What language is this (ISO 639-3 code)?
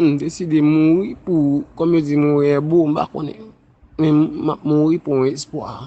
hat